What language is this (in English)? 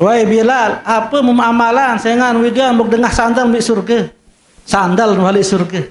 Sasak